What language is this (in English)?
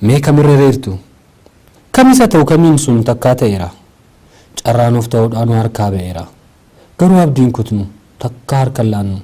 Oromo